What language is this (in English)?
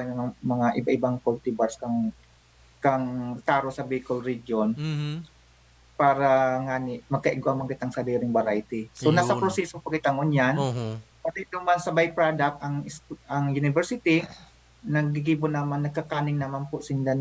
Bikol